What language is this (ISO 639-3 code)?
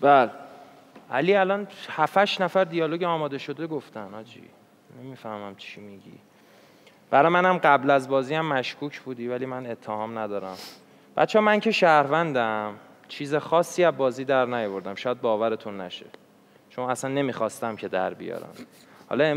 fas